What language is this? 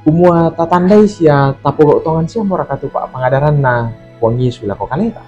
Toraja-Sa'dan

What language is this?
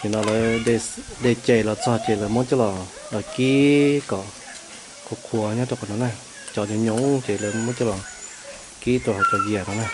Hmong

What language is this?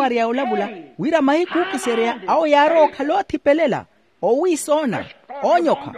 Makhuwa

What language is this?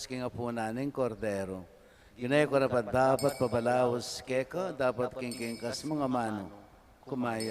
Pampanga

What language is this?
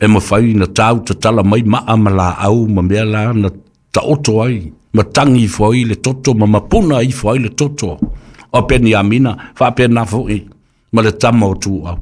Samoan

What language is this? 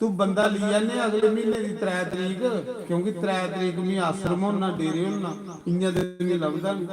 Dogri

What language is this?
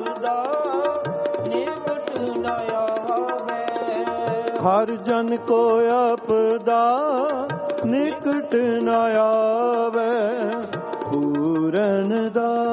Punjabi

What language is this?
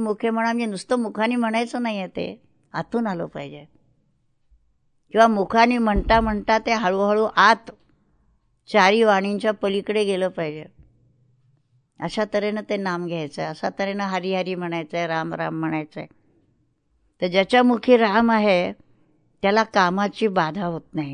Marathi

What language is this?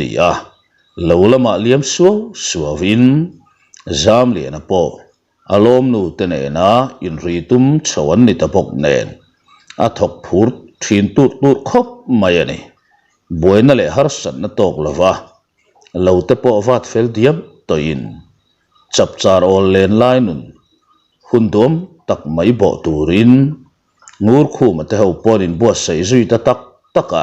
Mizo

